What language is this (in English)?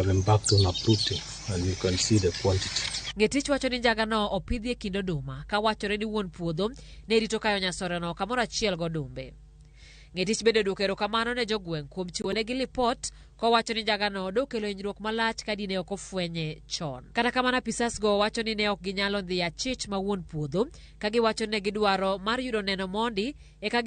Luo (Kenya and Tanzania)